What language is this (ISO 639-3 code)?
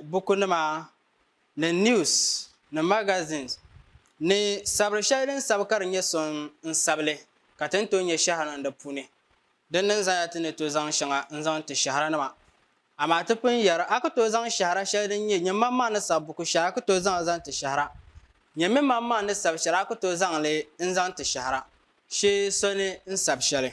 dag